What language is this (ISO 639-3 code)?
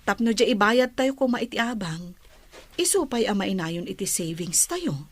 ilo